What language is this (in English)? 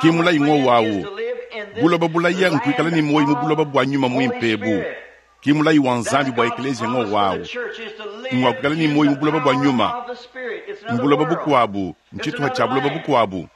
Luba-Lulua